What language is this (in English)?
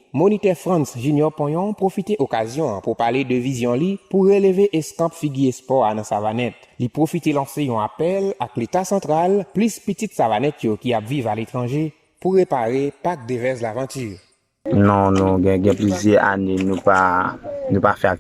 Haitian Creole